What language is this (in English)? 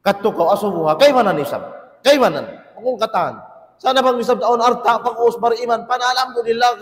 Tausug